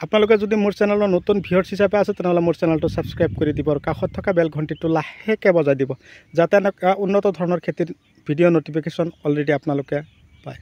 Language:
Assamese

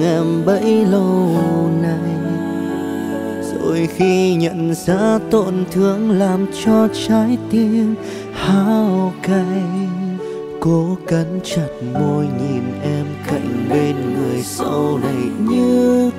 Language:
Vietnamese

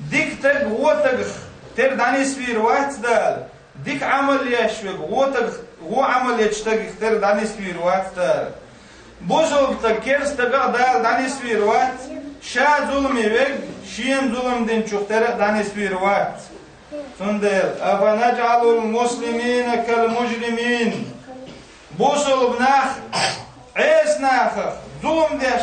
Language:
Chechen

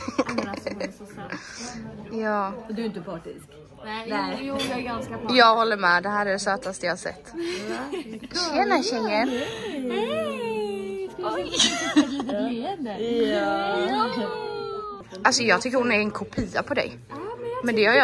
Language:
Swedish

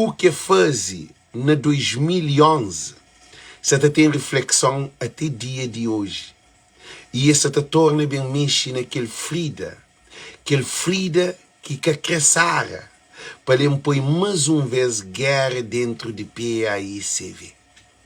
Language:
Kabuverdianu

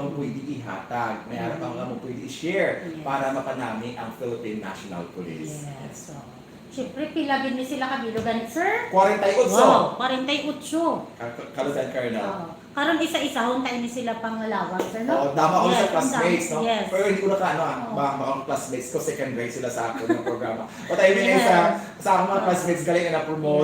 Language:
Hiligaynon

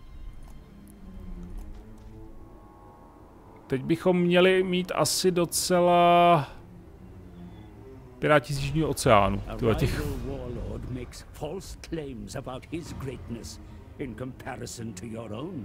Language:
Czech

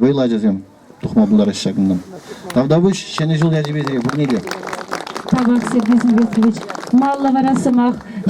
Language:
Chuvash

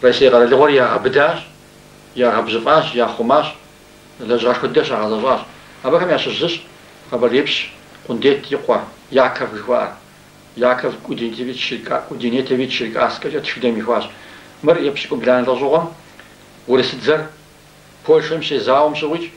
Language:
Kabardian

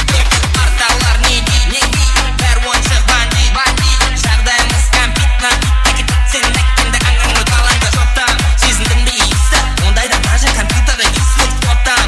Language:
Kara-Kalpak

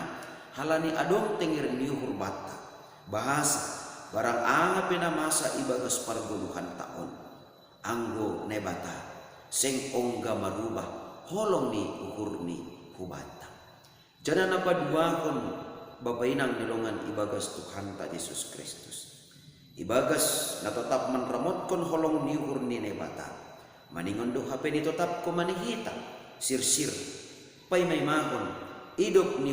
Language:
Batak Simalungun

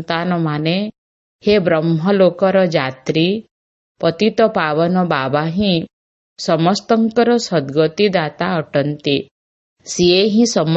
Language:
Odia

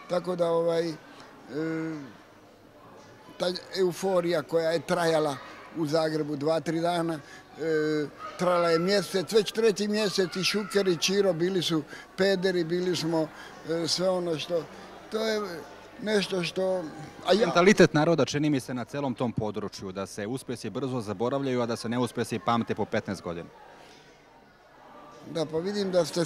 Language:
Croatian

